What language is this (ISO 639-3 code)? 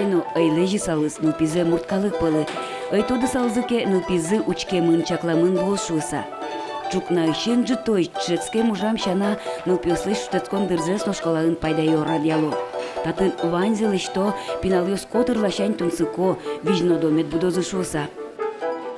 udm